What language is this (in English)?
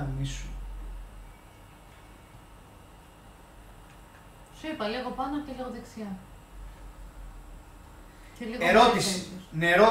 Greek